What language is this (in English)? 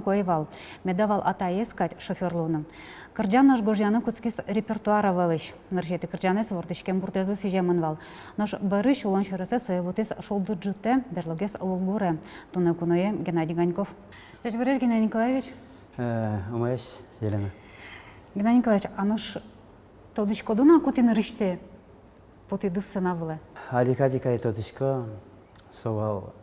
Udmurt